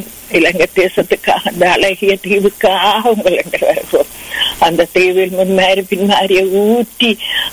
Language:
Tamil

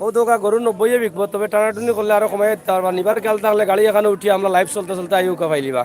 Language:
Sylheti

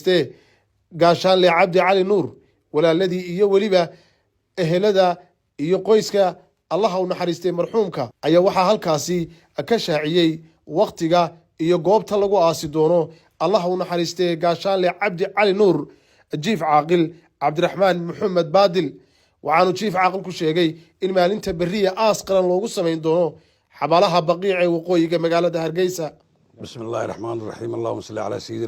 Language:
Somali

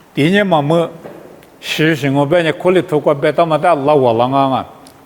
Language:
Lisu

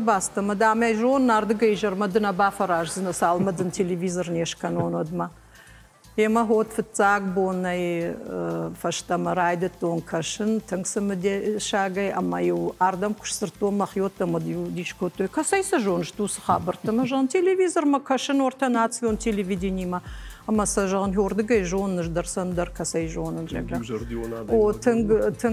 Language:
Ossetic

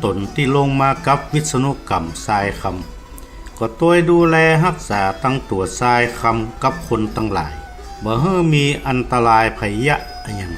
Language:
Northern Thai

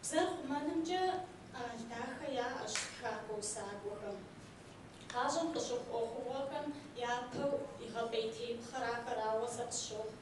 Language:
Kabardian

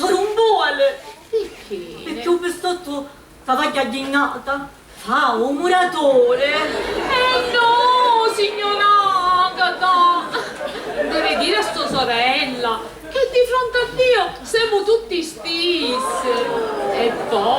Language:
Sicilian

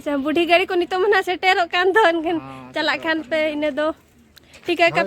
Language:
Santali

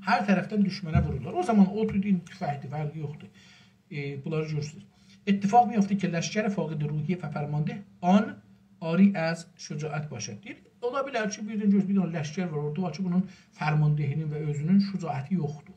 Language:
South Azerbaijani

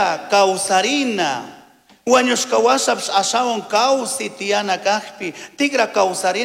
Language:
Chimborazo Highland Quichua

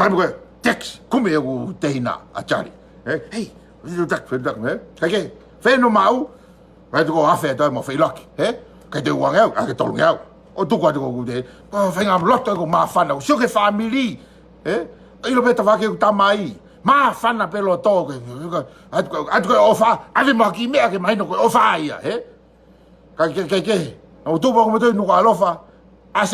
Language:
Tongan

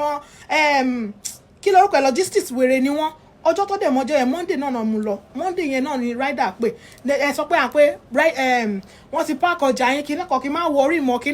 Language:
Yoruba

